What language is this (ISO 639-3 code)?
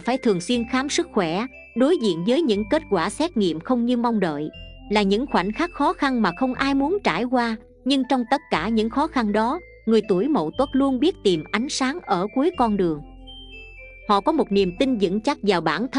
vie